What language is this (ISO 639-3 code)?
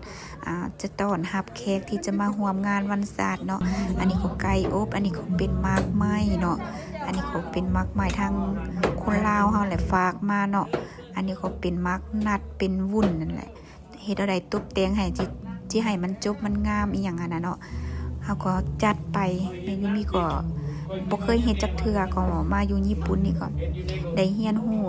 lao